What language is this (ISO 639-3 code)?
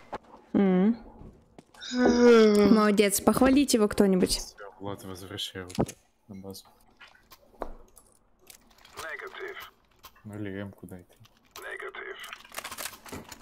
rus